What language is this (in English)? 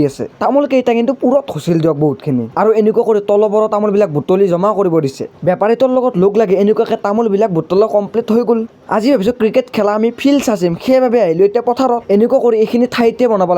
Assamese